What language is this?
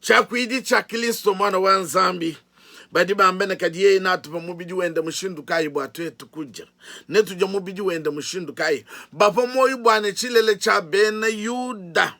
Luba-Lulua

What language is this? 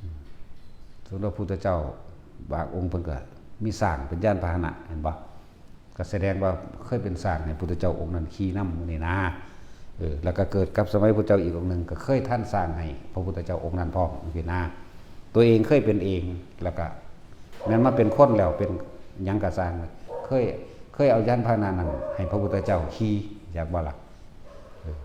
Lao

